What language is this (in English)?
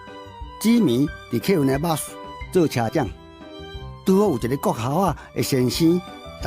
Min Nan Chinese